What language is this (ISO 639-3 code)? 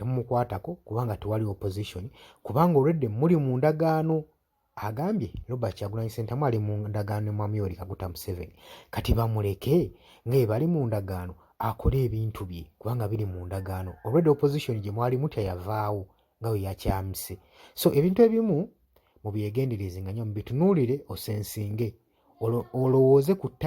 lug